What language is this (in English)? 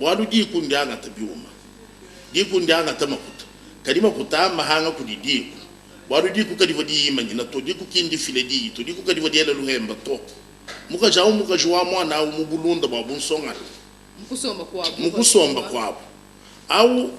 Luba-Lulua